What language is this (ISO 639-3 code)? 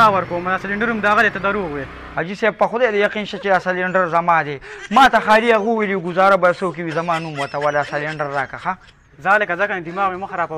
pus